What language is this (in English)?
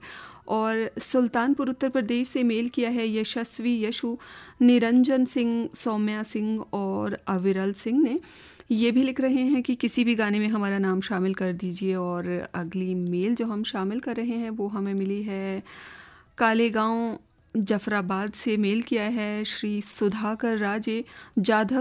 Hindi